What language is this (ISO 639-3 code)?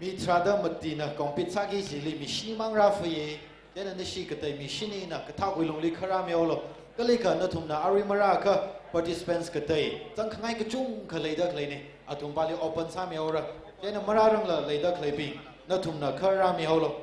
nmf